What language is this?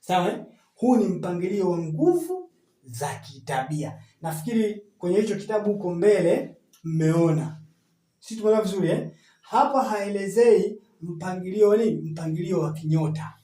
Swahili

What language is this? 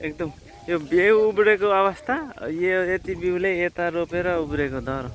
Nepali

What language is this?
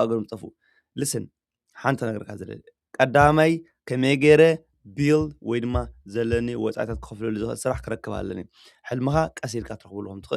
Tigrinya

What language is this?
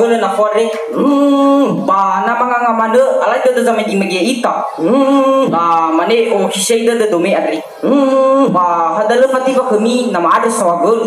Nias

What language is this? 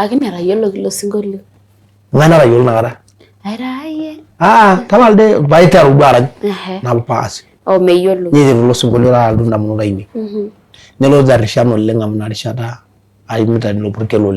Masai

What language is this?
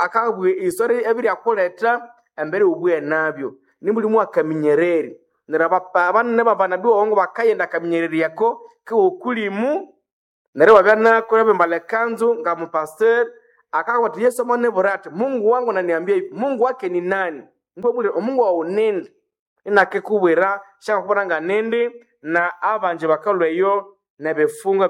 Nande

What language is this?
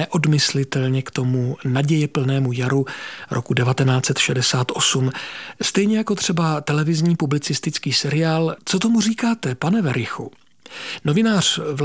Czech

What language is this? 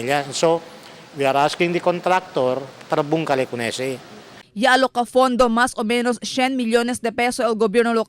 Chavacano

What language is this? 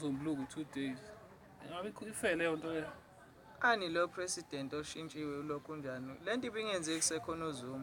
Zulu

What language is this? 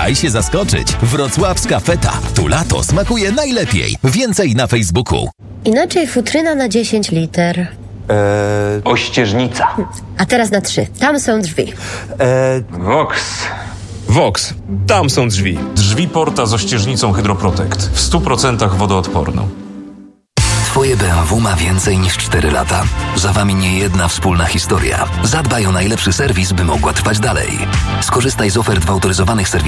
Polish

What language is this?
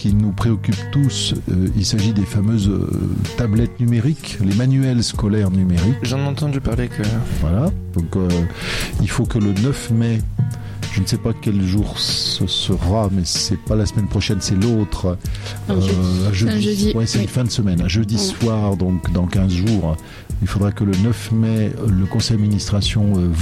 French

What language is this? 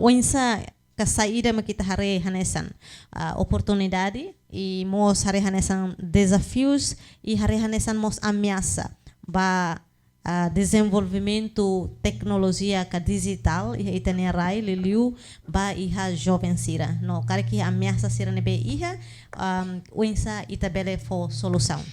Tetum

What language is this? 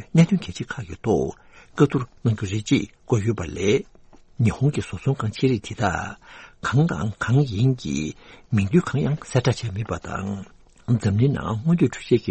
Tibetan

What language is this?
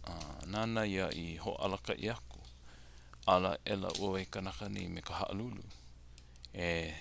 Hawaiian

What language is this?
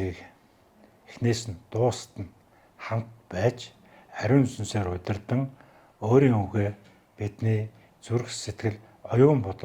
Mongolian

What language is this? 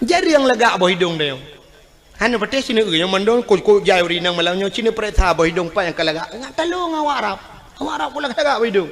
Achinese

